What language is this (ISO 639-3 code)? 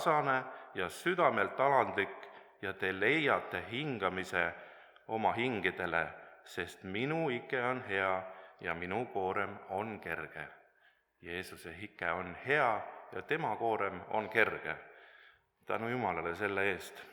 est